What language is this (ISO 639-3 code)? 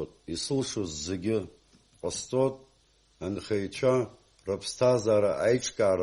abk